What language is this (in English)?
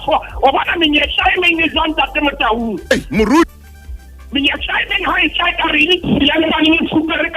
Southern Sotho